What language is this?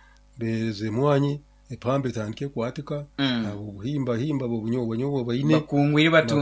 Nyoro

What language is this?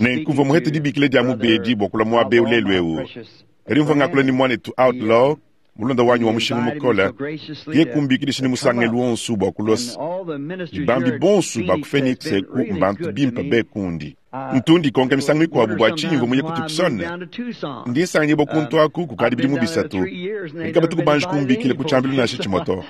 Luba-Lulua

